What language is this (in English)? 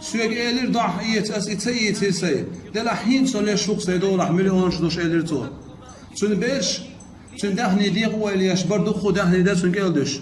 Chechen